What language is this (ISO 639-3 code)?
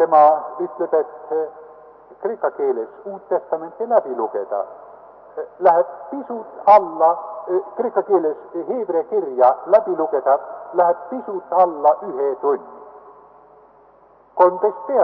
est